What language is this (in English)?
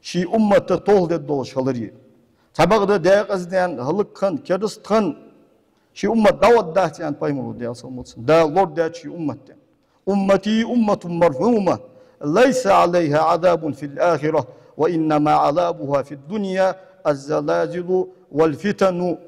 Ingush